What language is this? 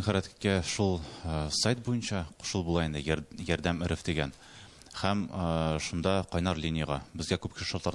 Tatar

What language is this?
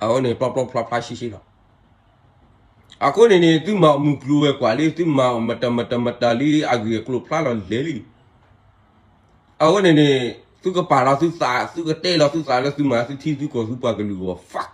S'gaw Karen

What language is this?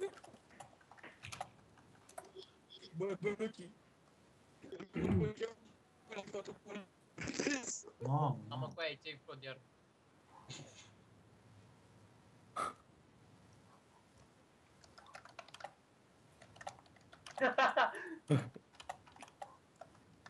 Romanian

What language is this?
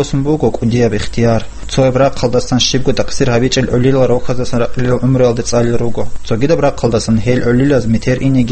Avaric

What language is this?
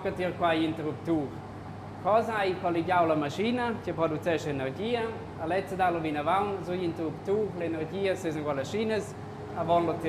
Romansh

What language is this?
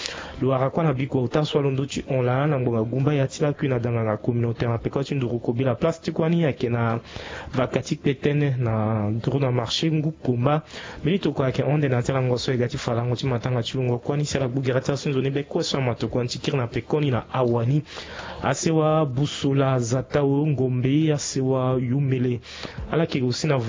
Sango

